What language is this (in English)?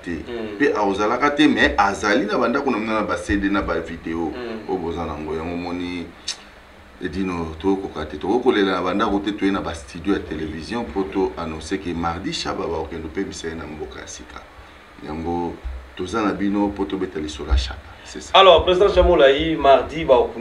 Lingala